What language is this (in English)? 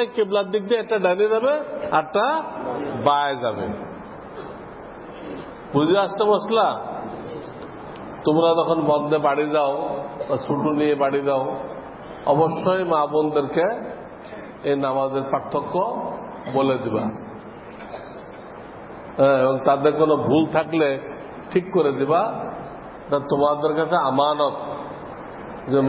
Bangla